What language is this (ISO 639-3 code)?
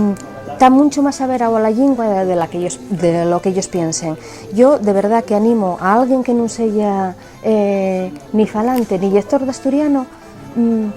ast